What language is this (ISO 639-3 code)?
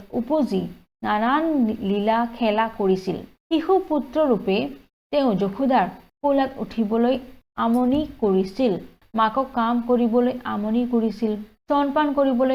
asm